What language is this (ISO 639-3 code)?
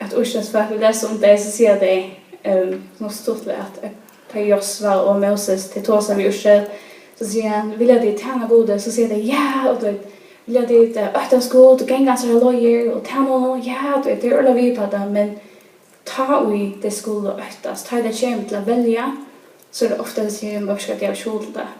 fao